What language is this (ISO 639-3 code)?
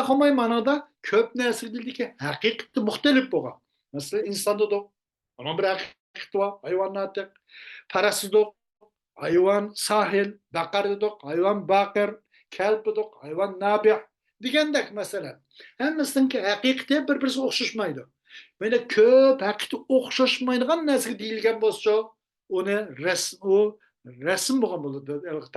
uig